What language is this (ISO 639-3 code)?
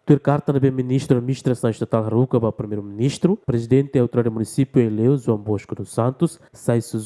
tet